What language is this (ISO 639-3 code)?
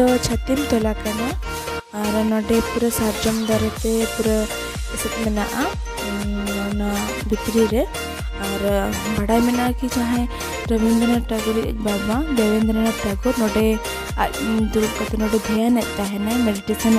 sat